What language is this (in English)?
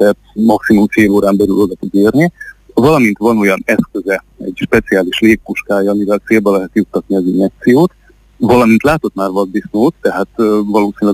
Hungarian